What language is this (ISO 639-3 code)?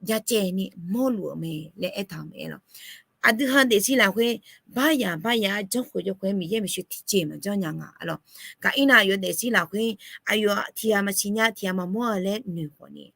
ahk